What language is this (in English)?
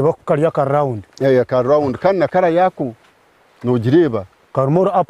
Nyankole